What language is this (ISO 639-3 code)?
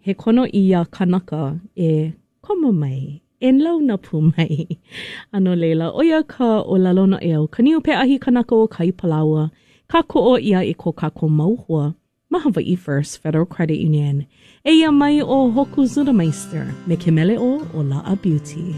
haw